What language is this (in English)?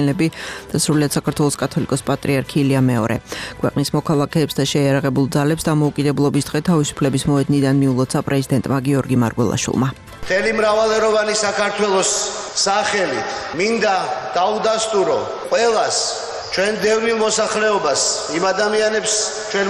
Georgian